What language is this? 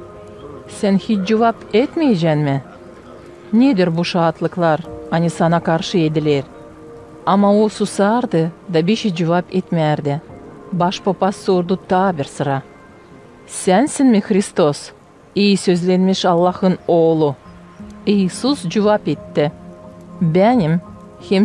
Gagauz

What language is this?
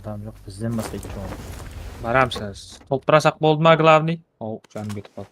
Kara-Kalpak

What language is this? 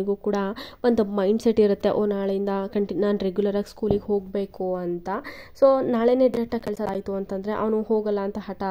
Kannada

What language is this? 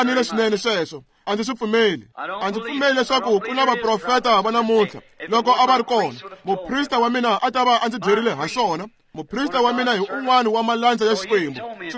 Tsonga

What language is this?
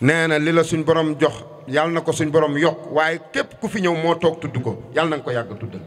Wolof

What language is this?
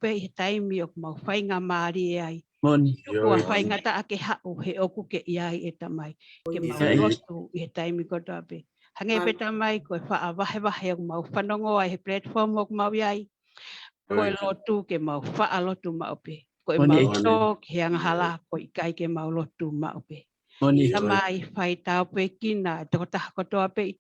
Tongan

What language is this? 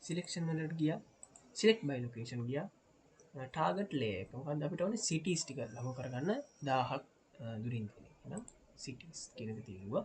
Sinhala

